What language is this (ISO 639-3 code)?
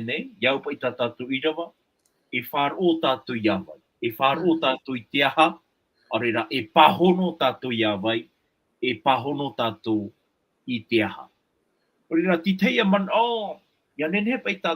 tah